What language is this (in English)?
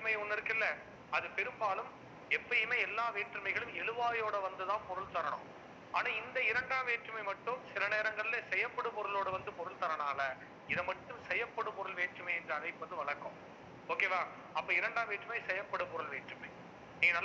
Tamil